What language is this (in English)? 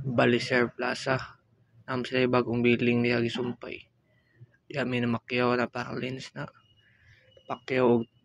Cebuano